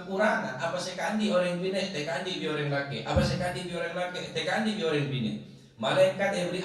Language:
Madurese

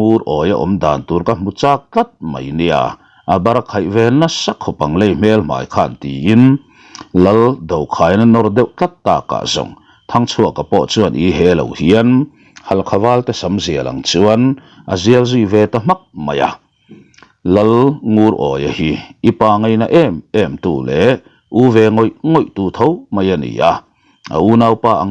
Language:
Mizo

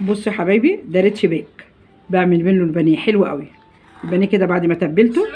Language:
Egyptian Arabic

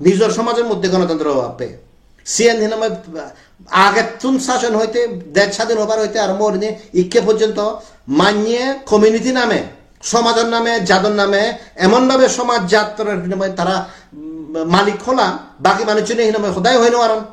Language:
Chakma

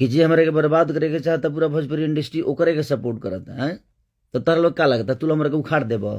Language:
Bhojpuri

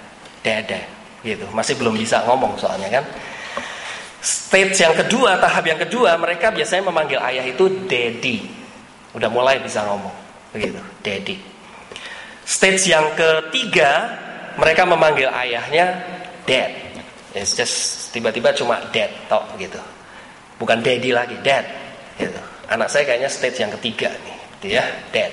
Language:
Indonesian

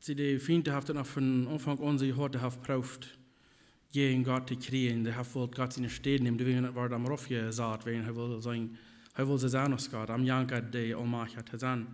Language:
Plautdietsch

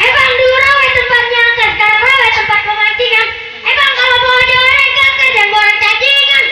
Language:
Betawi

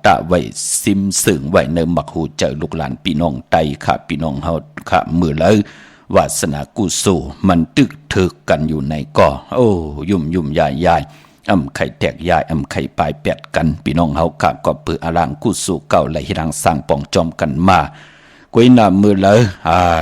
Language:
Shan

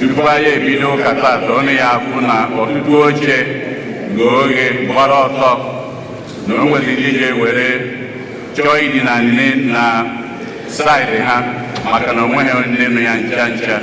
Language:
Igbo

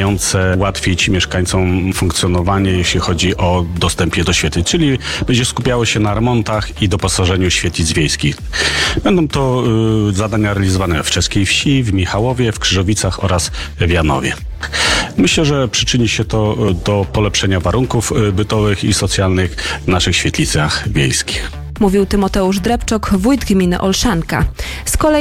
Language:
Polish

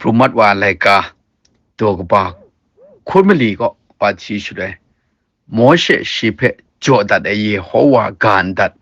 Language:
Kachin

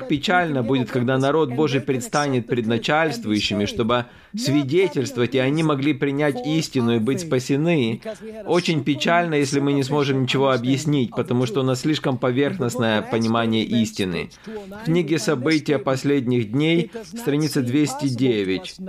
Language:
Russian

